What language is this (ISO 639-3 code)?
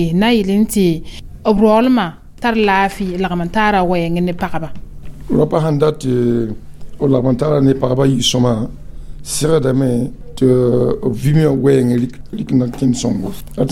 mos